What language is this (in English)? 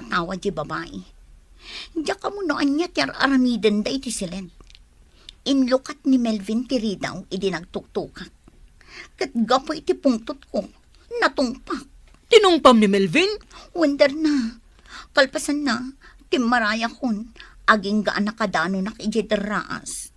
Iloko